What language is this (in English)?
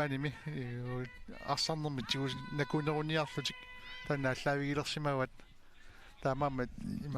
Kalaallisut